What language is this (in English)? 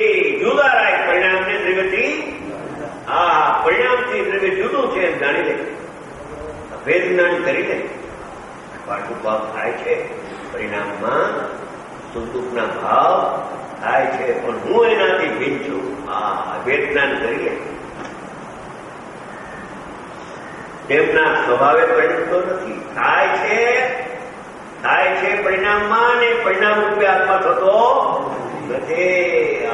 Gujarati